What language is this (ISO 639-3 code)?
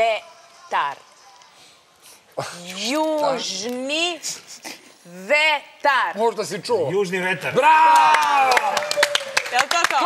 srp